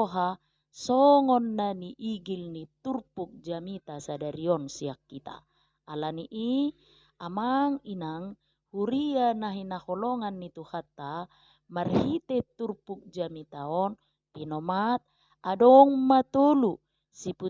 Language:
Batak Toba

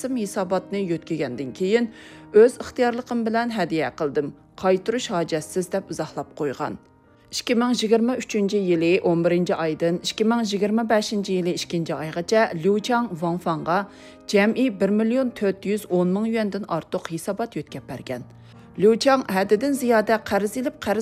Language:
Uyghur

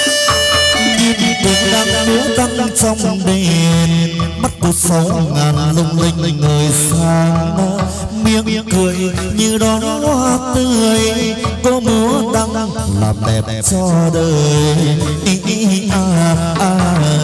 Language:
Vietnamese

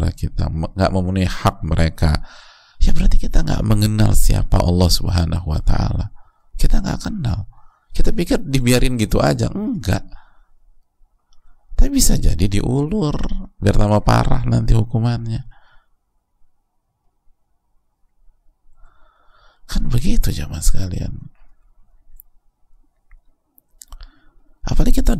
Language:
Indonesian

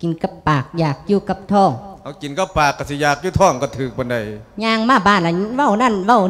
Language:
Lao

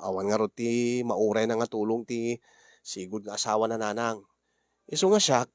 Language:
Iloko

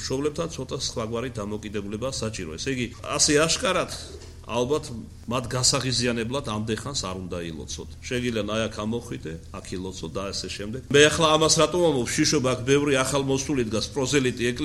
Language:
Georgian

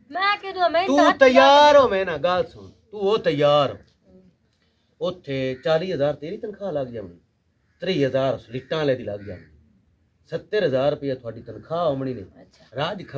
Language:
Punjabi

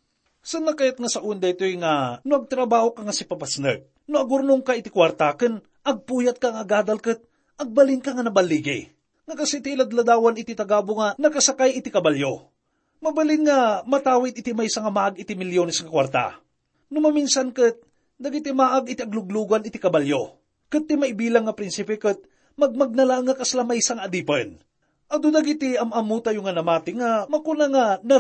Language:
Iloko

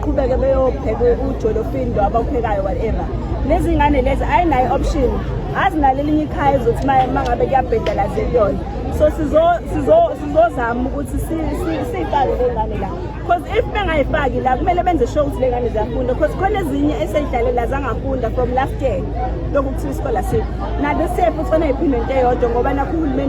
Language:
Zulu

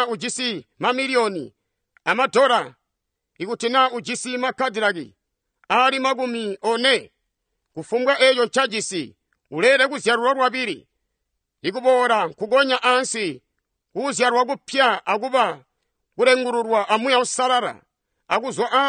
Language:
Tonga (Zambia)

